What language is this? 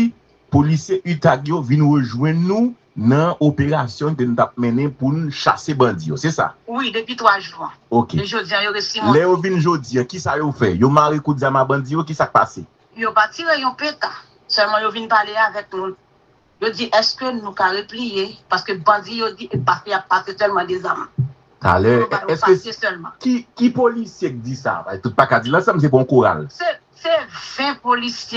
Haitian Creole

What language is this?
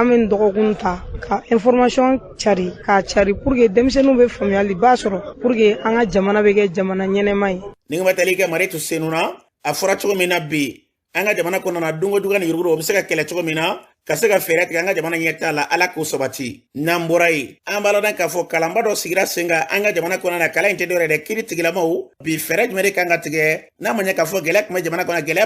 Bambara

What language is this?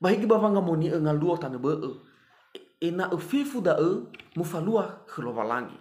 Nias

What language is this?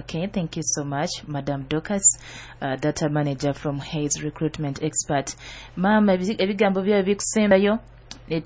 Nyoro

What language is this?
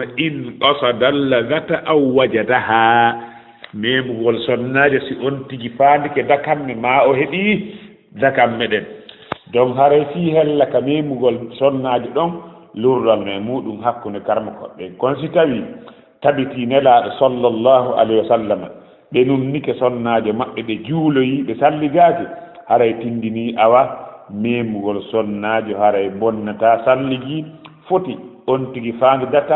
Fula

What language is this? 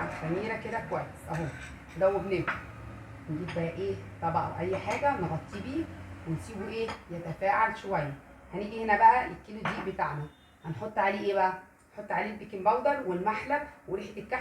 Egyptian Arabic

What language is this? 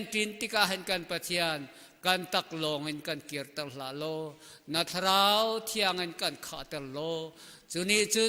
Hakha Chin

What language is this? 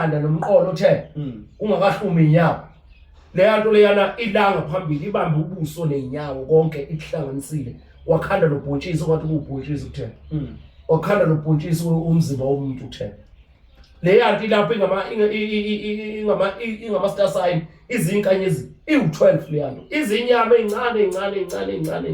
Zulu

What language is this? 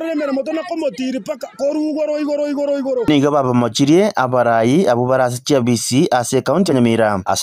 Gusii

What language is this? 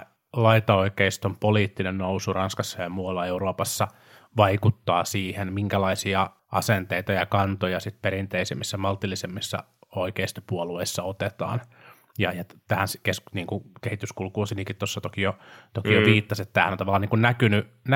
Finnish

